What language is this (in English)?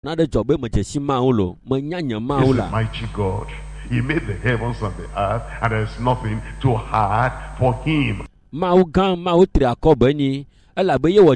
Ewe